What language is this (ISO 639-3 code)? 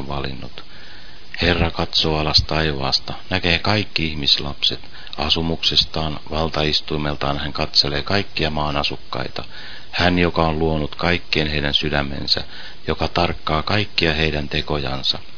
fin